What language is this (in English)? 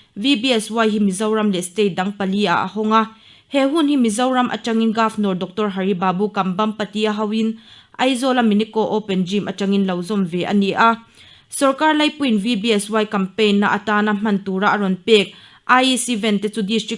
Mizo